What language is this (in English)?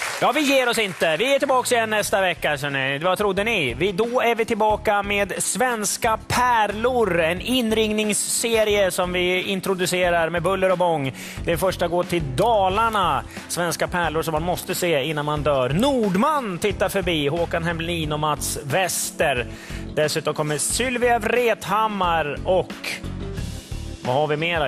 Swedish